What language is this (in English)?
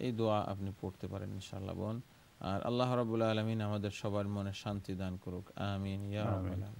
Bangla